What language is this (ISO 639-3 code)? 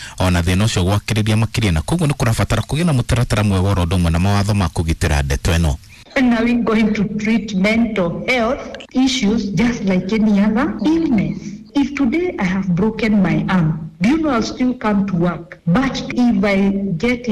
kik